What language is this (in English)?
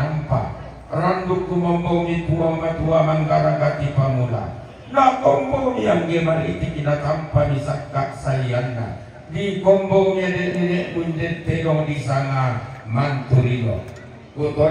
Toraja-Sa'dan